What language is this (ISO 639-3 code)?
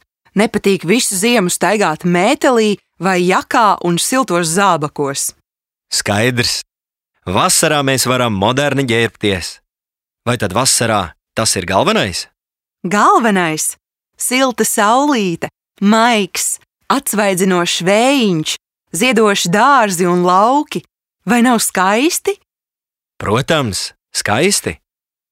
lav